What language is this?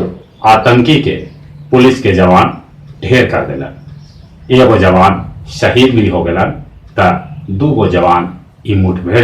Magahi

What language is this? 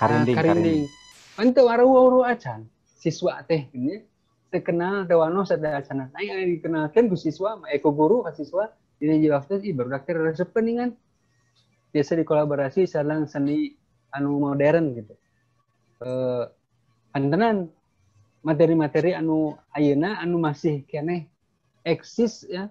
Sundanese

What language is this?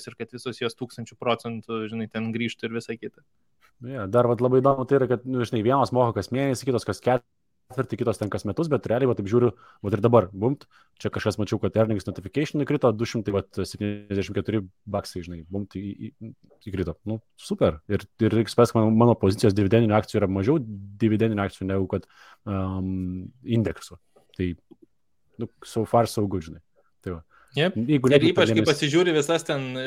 Lithuanian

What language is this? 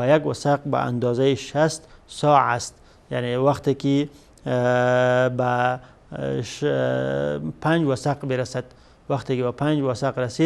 Persian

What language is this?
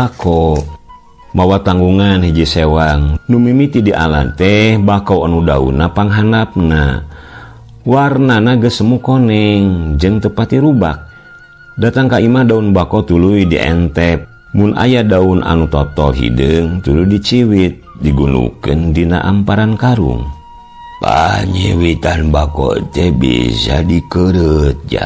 Sundanese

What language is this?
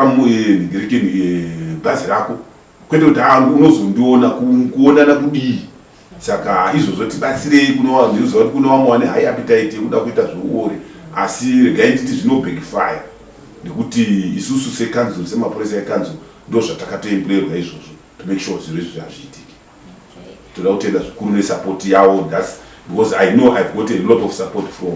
Shona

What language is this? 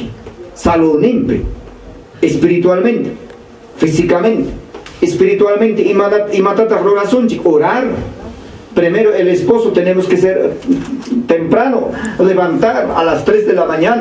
Ayacucho Quechua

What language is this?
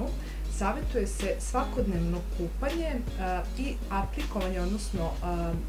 Serbian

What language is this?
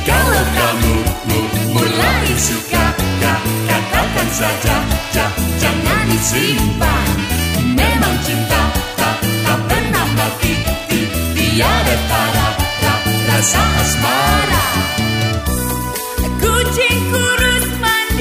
Indonesian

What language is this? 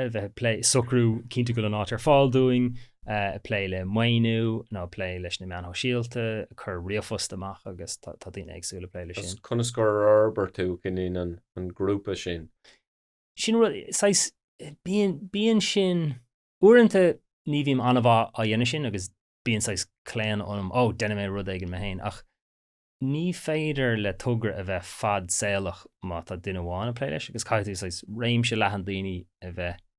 Irish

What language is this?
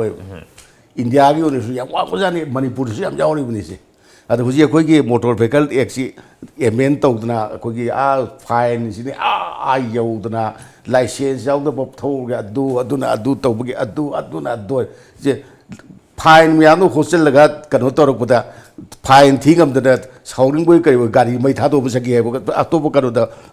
Manipuri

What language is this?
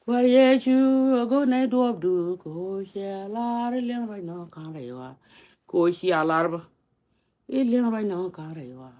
Nuer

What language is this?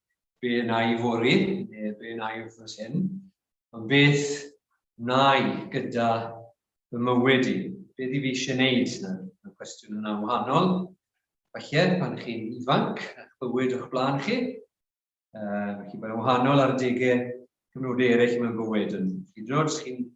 Welsh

